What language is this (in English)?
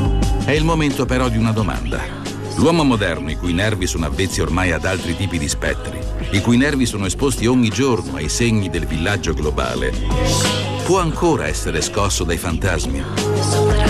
Italian